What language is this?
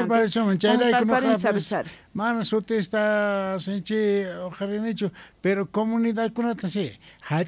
South Bolivian Quechua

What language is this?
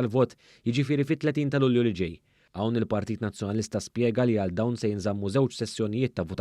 Maltese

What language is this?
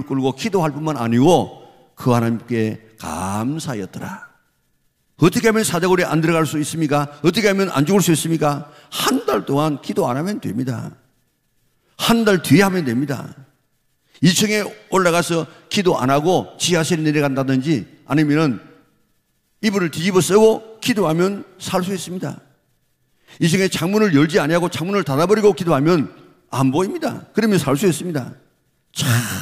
Korean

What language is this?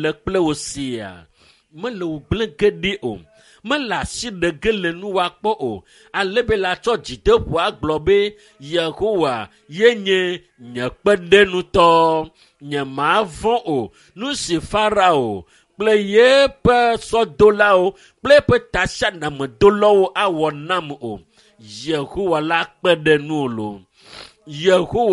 Ewe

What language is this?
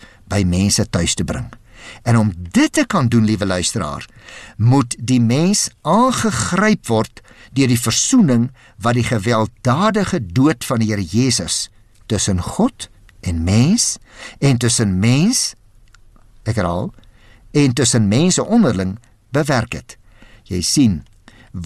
Afrikaans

